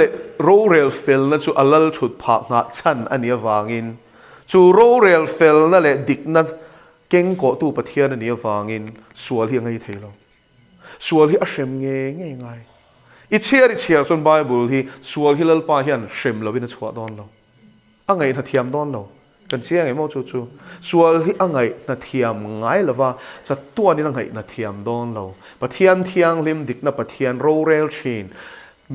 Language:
Mizo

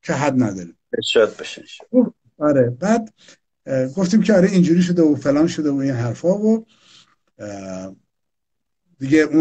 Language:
Persian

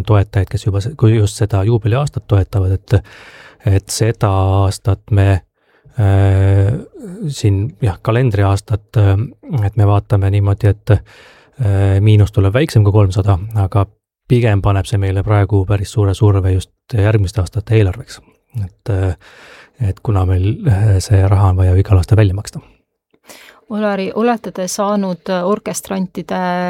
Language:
Estonian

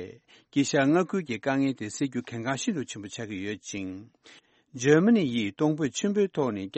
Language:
Tibetan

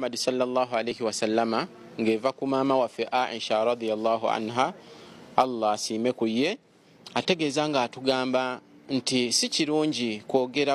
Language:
Ganda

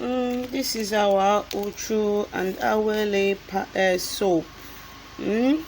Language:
Igbo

